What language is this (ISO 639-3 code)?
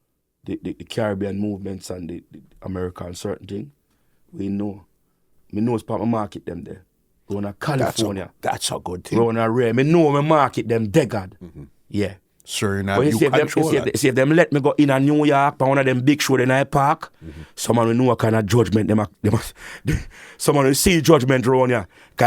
jam